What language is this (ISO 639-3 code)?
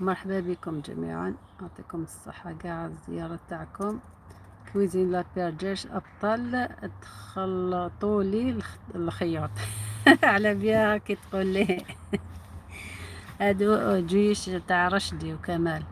arq